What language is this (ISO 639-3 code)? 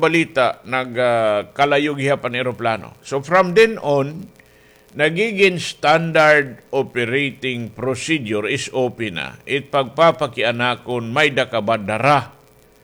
war